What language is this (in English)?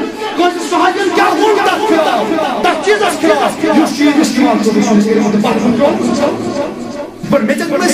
Kashmiri